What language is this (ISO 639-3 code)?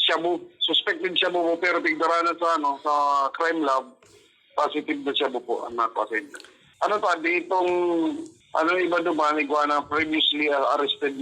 bik